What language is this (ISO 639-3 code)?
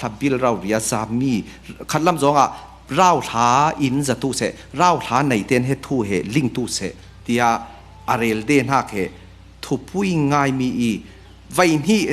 cfm